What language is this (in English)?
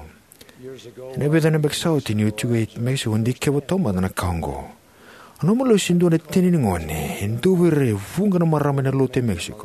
Fijian